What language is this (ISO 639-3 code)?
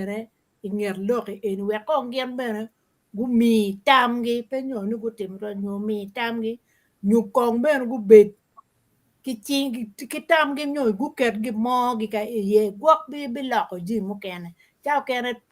ach